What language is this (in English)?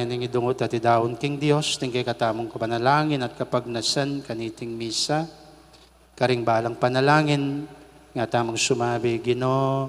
Pampanga